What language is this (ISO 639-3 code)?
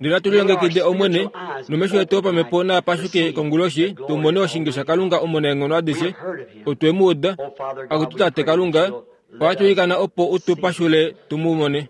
kua